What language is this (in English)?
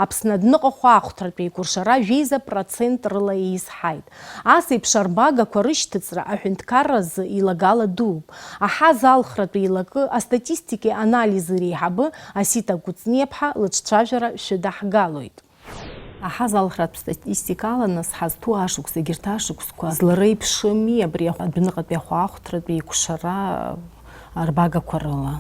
Abkhazian